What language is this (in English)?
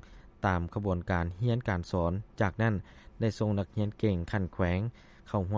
Lao